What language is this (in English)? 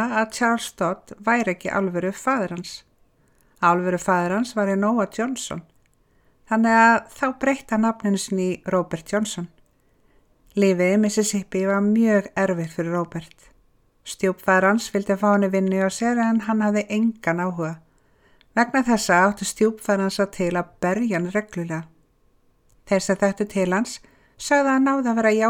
Icelandic